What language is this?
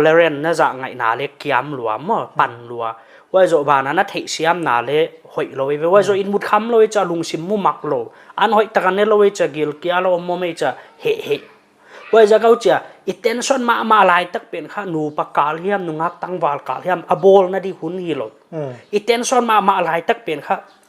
Paite Chin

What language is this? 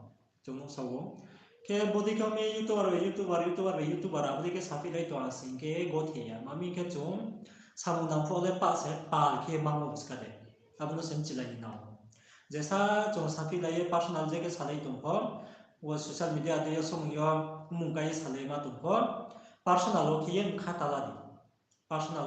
Riang (India)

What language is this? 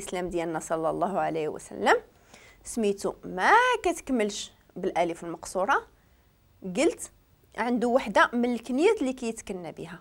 Moroccan Arabic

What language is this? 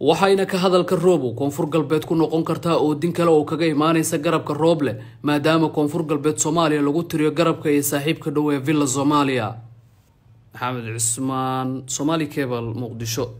Somali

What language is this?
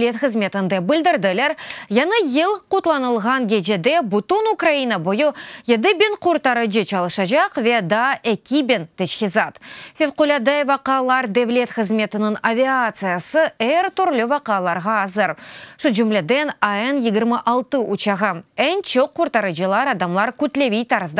Crimean Tatar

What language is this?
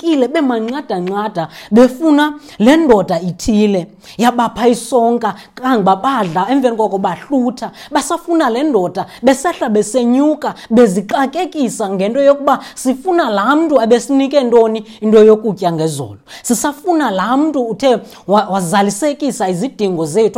Xhosa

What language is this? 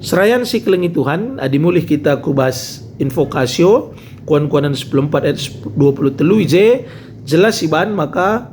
Batak Karo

